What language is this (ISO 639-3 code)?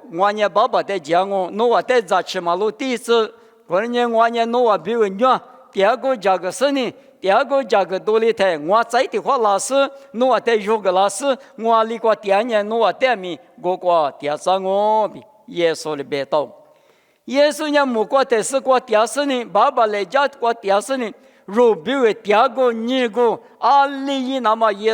lis